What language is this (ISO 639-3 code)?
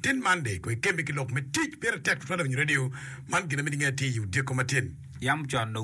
ach